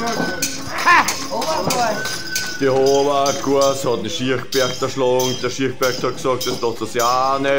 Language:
Bavarian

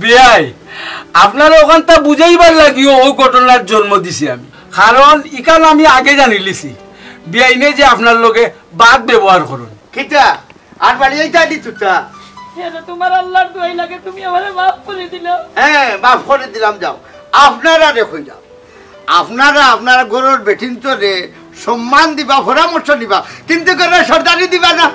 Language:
Sylheti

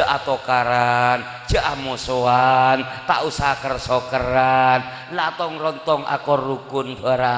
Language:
Madurese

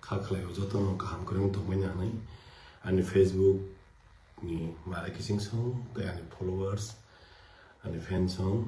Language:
Kok Borok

